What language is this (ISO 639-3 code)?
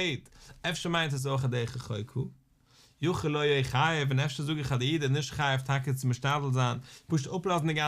yid